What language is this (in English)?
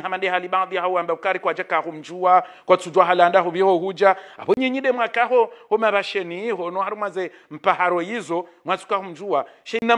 Swahili